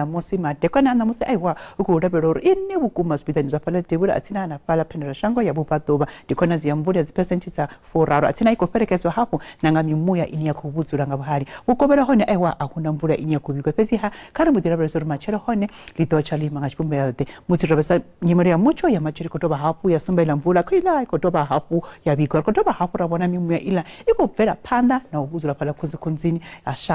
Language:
Venda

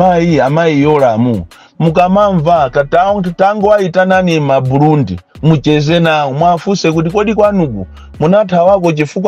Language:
Nyanja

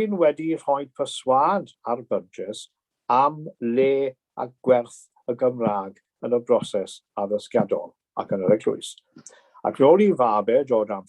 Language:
Welsh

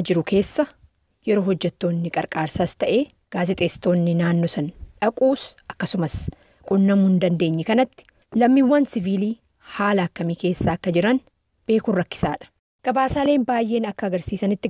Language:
Oromo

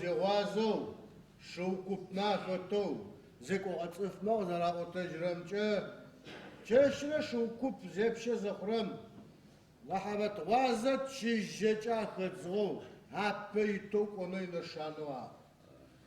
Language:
Adyghe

